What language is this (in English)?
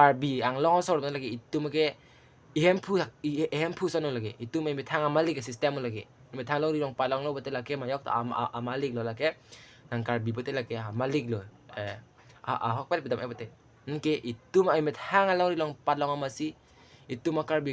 Karbi